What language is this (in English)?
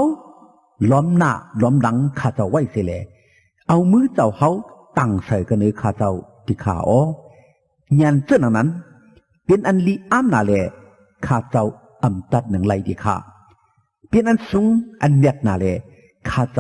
Shan